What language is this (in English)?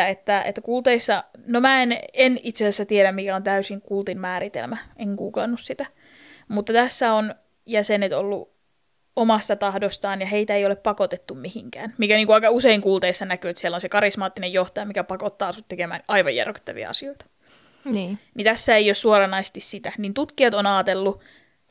Finnish